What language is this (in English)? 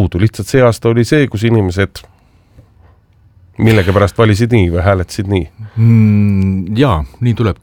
Estonian